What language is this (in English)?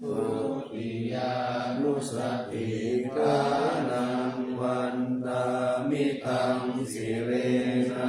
Pali